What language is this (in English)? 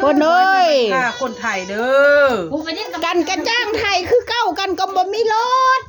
Northeastern Thai